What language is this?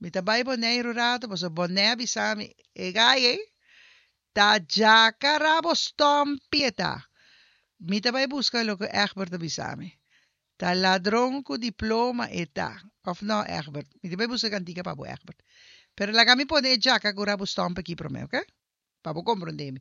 Papiamento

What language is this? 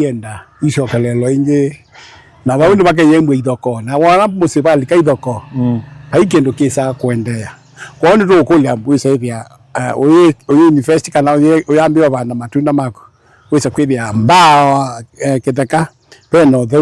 Kamba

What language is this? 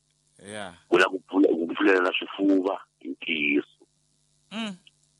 Tsonga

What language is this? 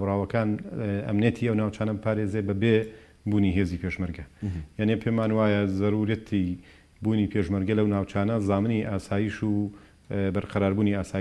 Central Kurdish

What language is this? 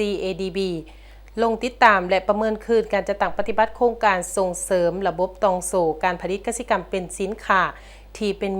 Lao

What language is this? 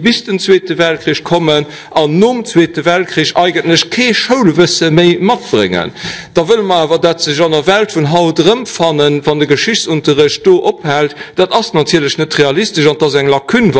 Luxembourgish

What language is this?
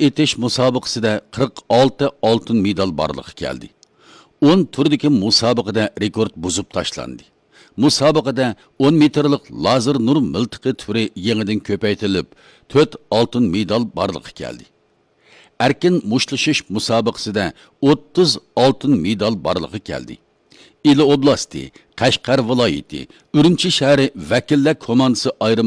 Uyghur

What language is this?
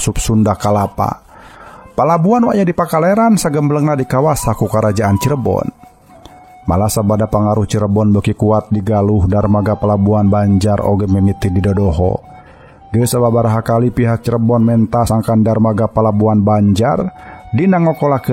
Sundanese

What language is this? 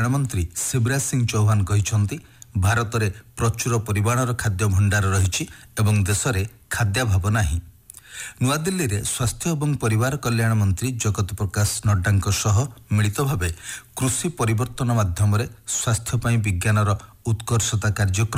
Odia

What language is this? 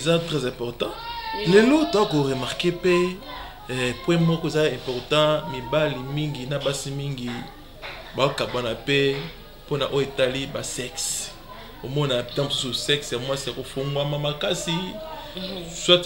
Lingala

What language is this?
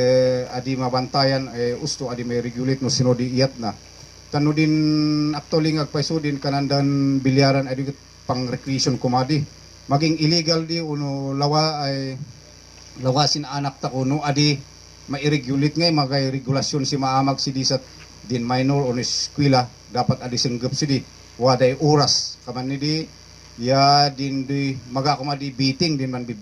Kankanaey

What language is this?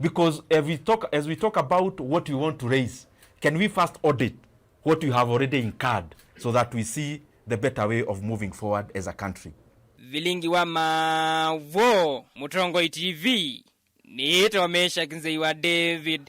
Kamba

